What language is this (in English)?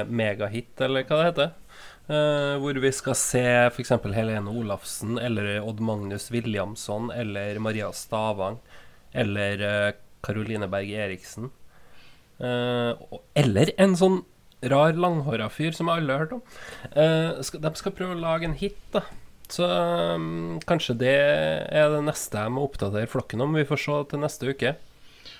Norwegian